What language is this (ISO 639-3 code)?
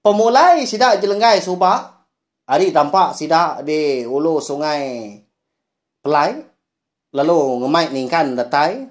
iba